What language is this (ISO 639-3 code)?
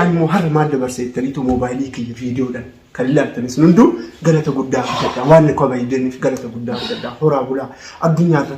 orm